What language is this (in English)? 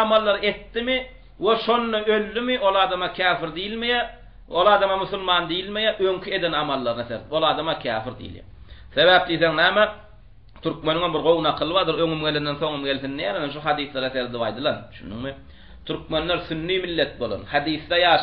Turkmen